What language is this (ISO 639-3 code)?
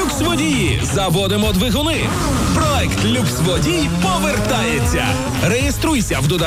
ukr